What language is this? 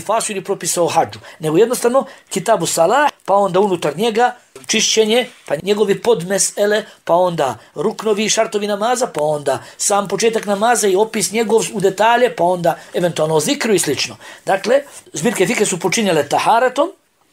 Bosnian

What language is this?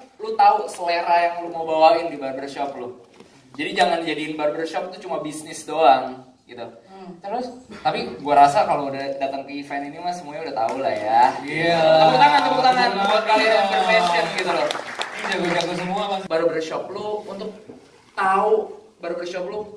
Indonesian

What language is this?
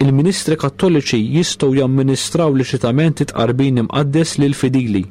Maltese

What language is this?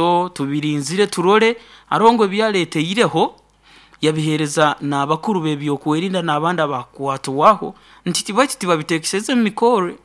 Nyoro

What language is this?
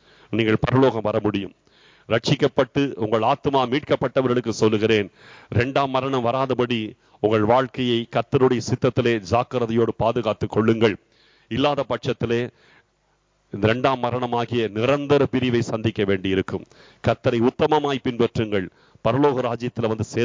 Tamil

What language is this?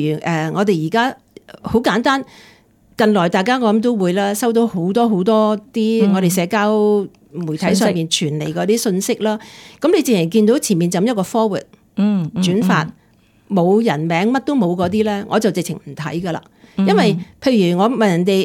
Cantonese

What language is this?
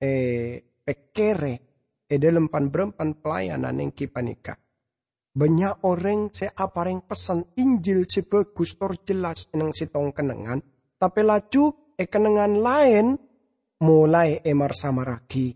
Madurese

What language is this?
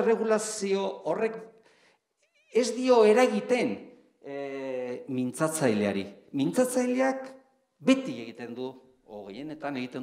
Basque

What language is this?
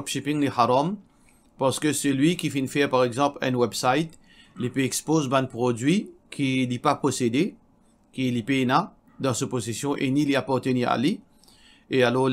Morisyen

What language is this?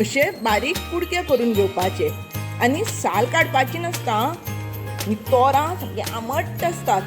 Konkani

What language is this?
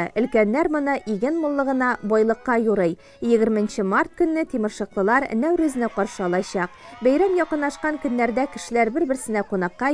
Tatar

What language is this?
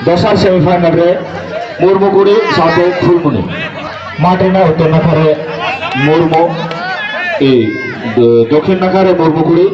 Santali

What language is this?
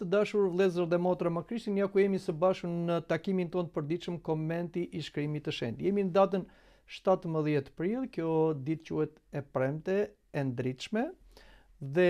Albanian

